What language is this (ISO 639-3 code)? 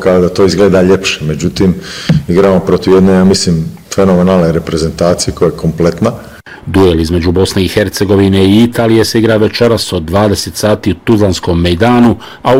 bos